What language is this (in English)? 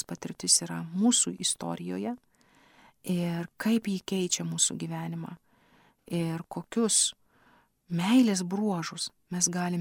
Lithuanian